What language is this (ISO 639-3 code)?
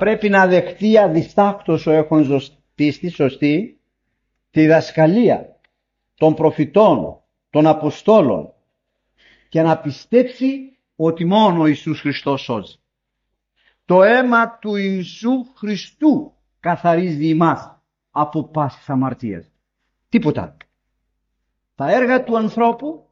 ell